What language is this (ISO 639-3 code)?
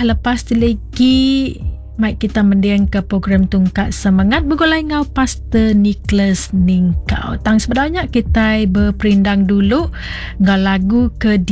iba